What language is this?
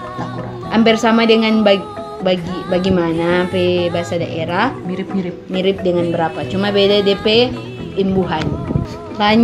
Manado Malay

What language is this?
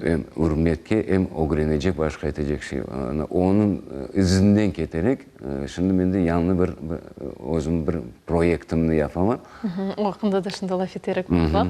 Crimean Tatar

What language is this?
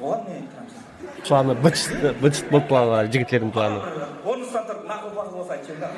Kara-Kalpak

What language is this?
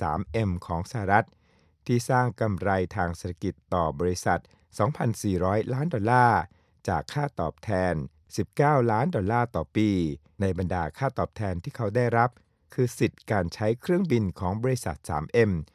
Thai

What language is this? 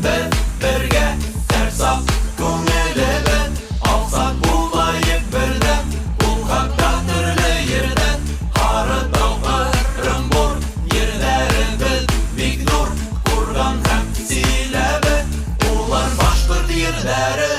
Bashkir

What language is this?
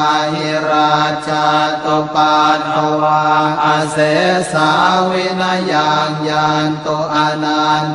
Pali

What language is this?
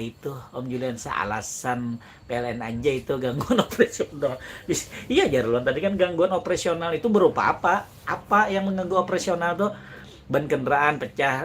Banjar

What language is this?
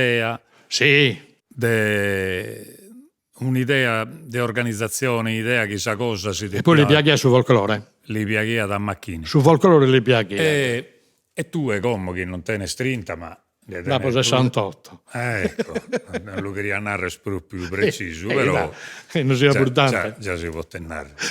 Sardinian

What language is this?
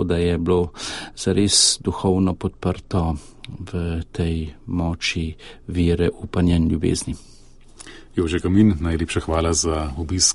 Slovenian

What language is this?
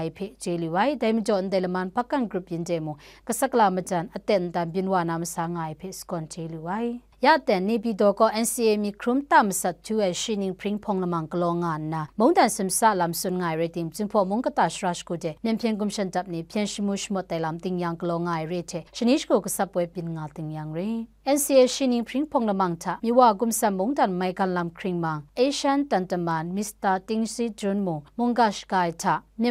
Kachin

